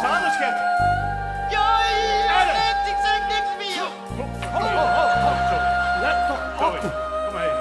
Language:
Limburgish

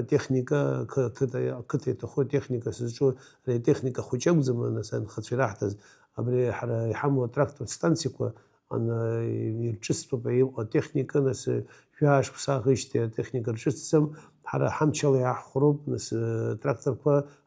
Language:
Abkhazian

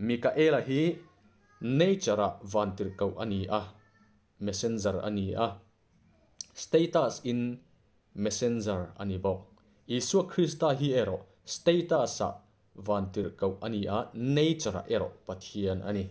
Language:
Mizo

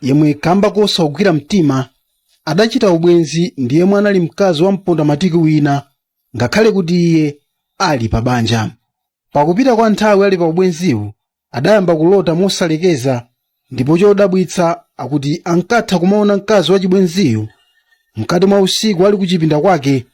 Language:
Nyanja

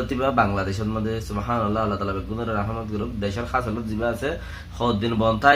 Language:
Rohingya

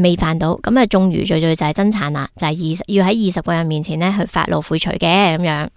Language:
Cantonese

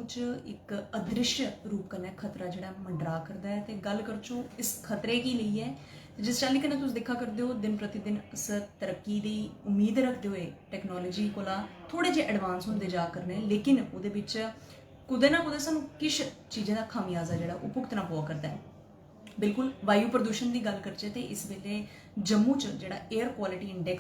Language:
Dogri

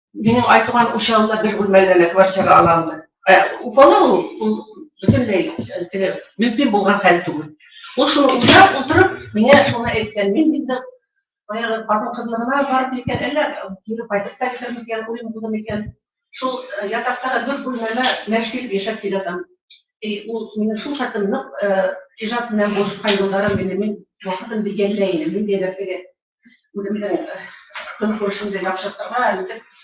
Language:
Bashkir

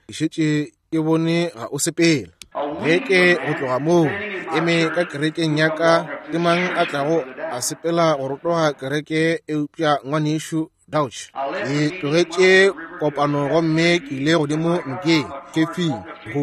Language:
Northern Sotho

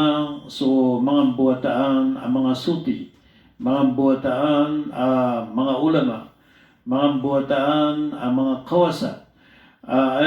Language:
Maranao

